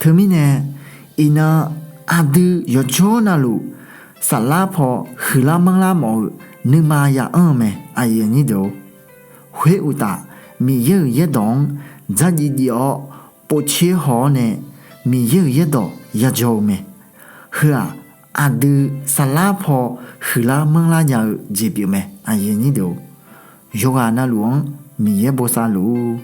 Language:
Akha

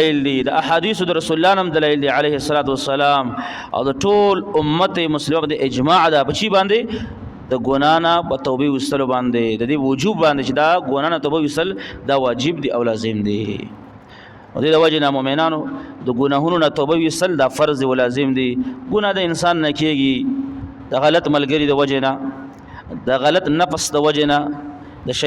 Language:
Pashto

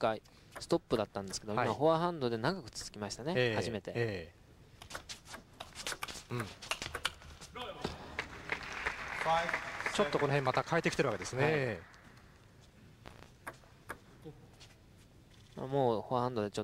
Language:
Japanese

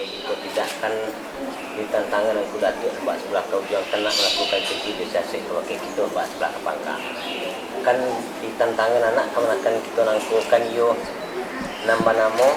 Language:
Minangkabau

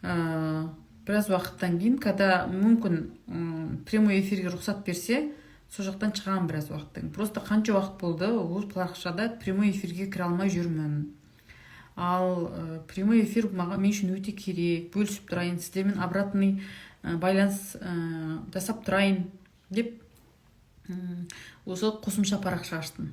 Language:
Kazakh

